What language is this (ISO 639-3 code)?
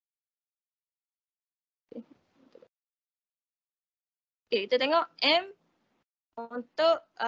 msa